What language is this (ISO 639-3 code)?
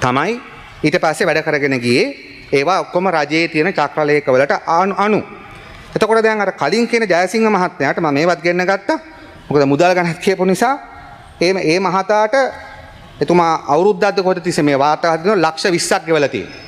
sin